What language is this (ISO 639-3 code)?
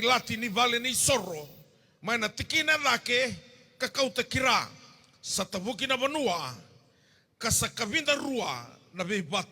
fij